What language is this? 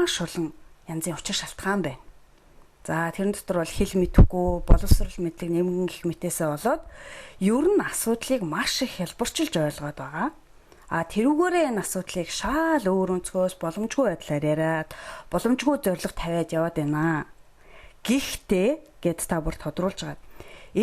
Mongolian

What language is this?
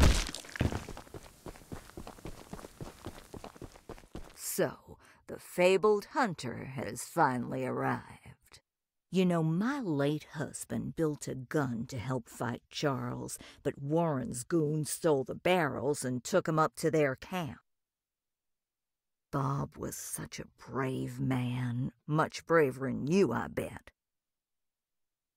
English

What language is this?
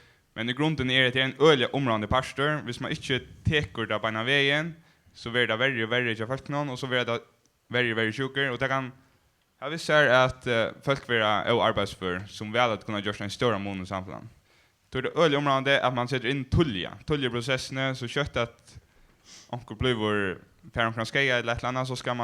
Faroese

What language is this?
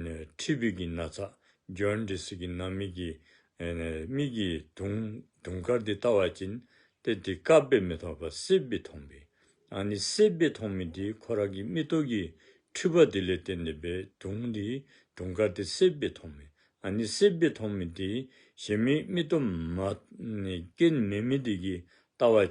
Dzongkha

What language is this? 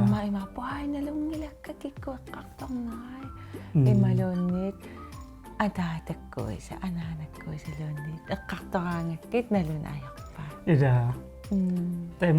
Kalaallisut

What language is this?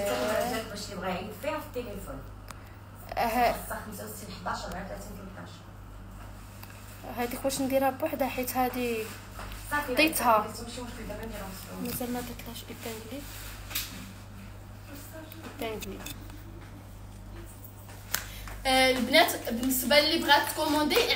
Moroccan Arabic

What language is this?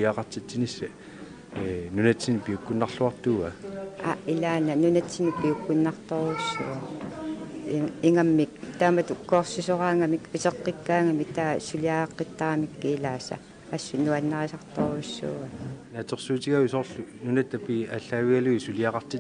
Kalaallisut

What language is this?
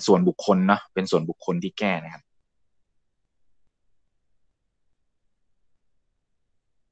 Thai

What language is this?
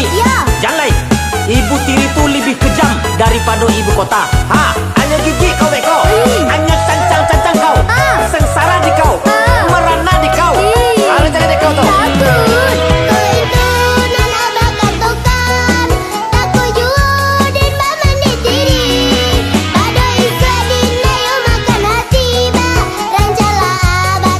Minangkabau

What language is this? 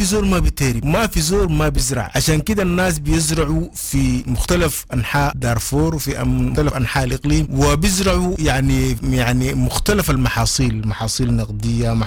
Sudanese Arabic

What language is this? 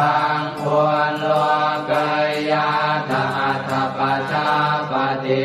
Pali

